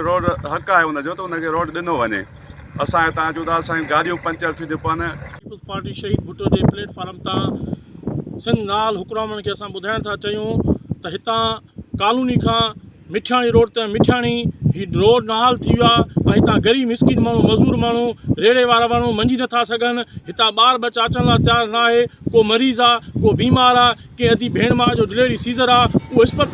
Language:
Sindhi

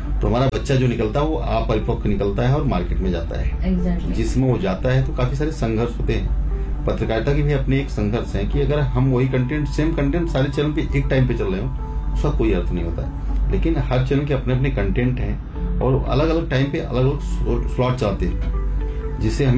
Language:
Hindi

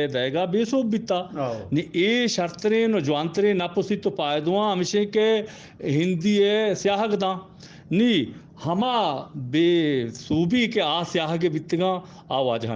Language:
Eastern Balochi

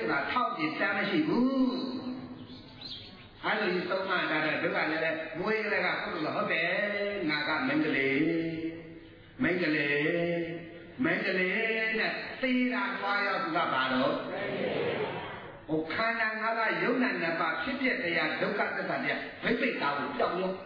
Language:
Burmese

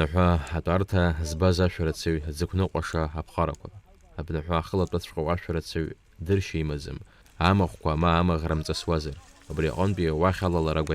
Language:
Abkhazian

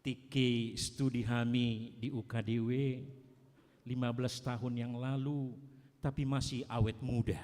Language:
Batak Toba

